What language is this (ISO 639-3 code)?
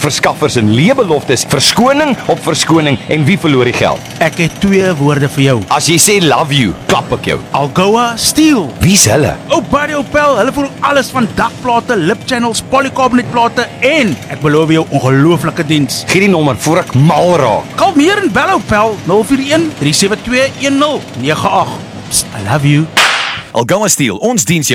afr